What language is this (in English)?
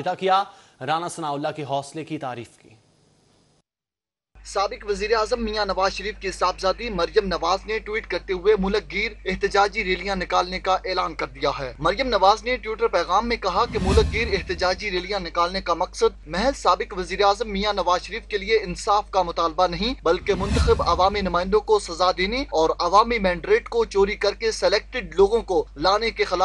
Urdu